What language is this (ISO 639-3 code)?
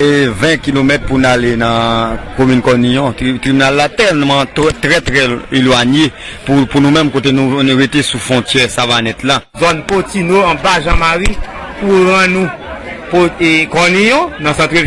hat